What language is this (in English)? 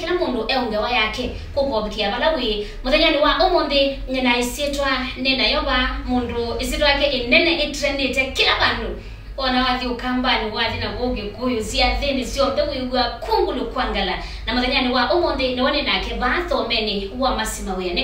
Kamba